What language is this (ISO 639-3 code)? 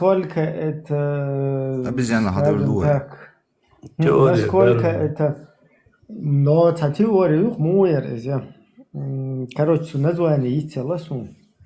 che